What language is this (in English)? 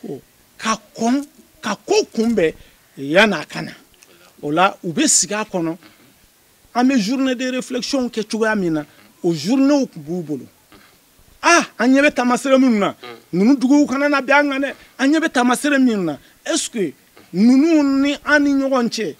Bambara